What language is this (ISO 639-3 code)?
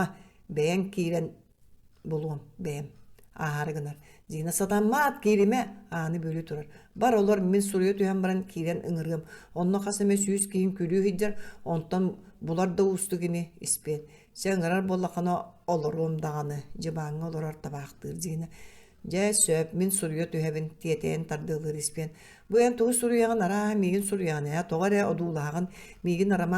sah